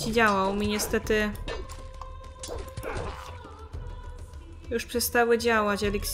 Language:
Polish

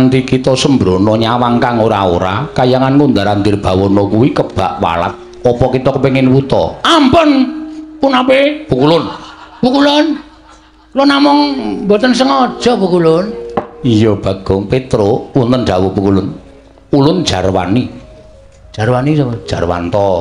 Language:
Javanese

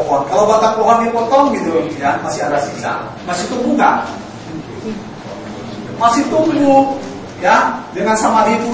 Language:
Indonesian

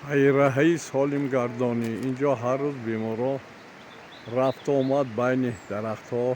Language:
Tajik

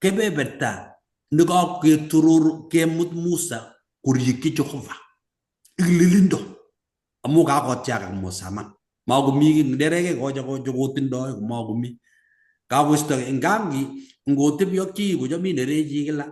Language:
Kalenjin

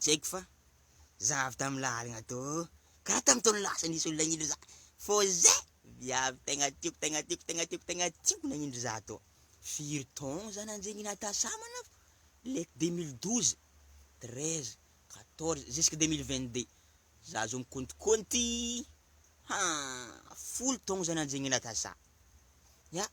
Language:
Malagasy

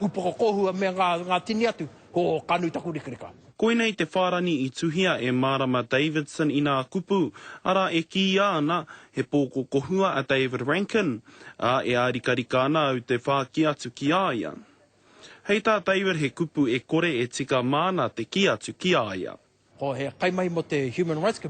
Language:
Māori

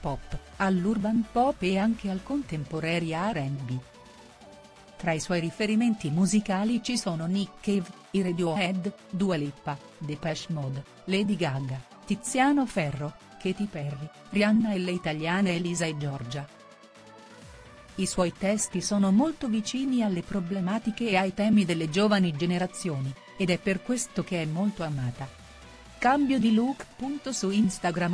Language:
Italian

